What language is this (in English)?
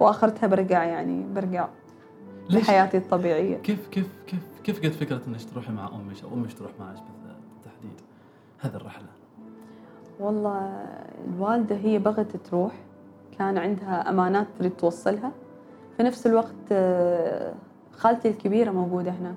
Gulf Arabic